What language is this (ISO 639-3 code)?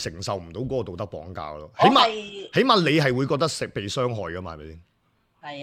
yue